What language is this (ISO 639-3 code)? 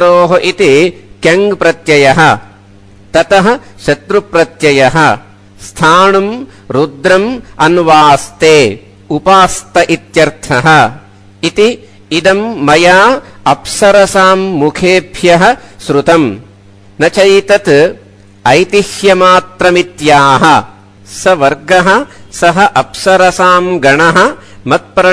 san